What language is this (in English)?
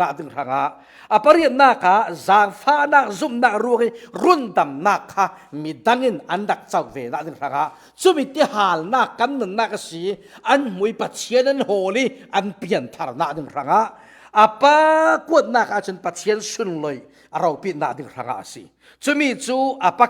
Falam Chin